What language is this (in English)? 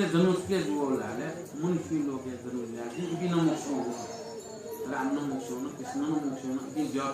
Newari